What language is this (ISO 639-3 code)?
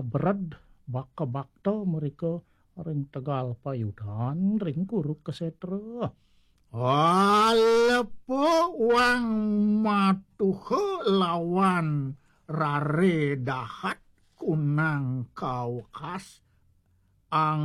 ban